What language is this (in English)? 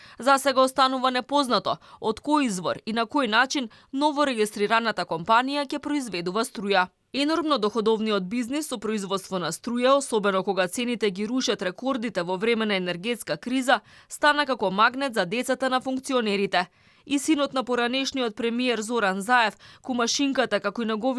Macedonian